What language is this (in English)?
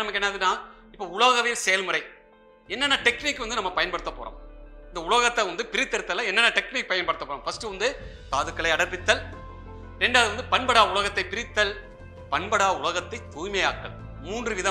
Tamil